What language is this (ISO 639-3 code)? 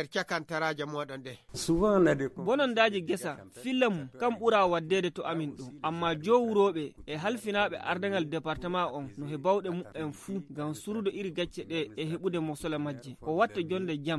fuv